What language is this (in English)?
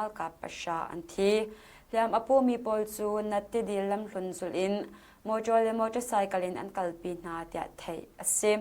Hakha Chin